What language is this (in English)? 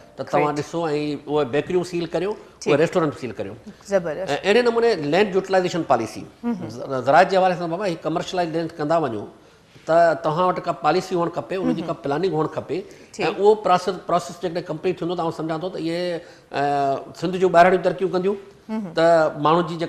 Sindhi